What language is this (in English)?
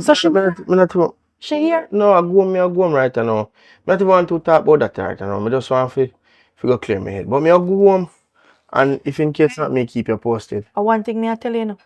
Jamaican Creole English